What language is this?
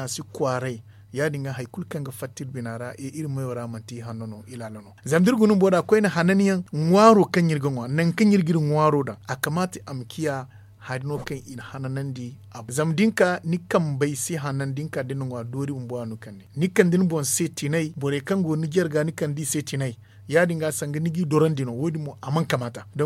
Zarma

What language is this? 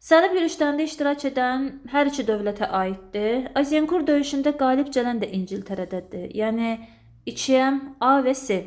Azerbaijani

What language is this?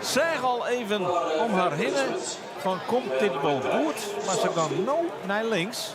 Western Frisian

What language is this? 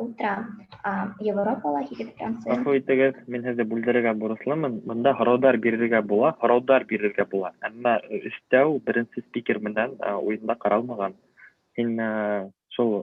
Bashkir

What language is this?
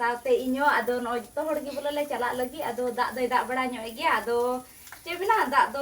Santali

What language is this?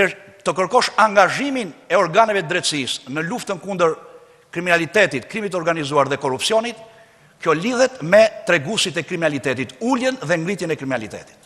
Albanian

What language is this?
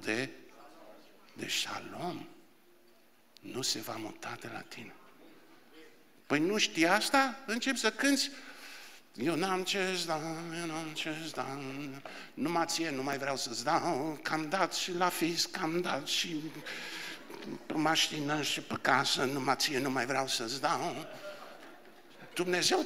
Romanian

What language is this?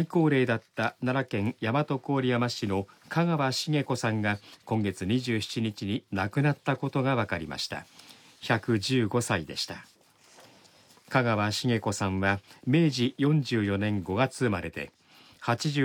Japanese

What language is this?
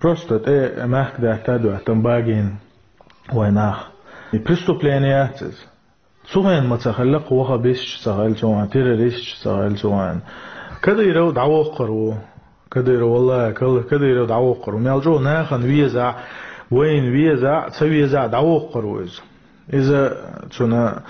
Chechen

